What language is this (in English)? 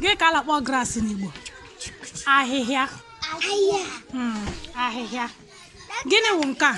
Igbo